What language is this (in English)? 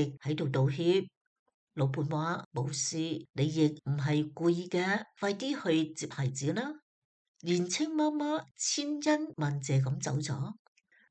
Cantonese